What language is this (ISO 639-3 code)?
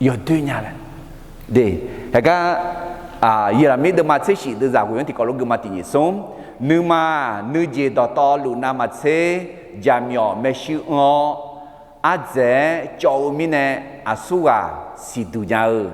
ahk